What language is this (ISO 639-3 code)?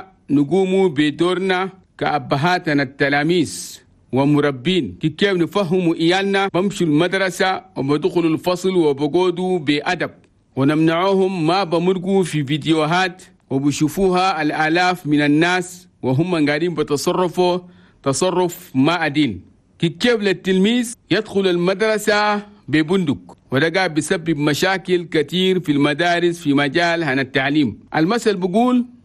shu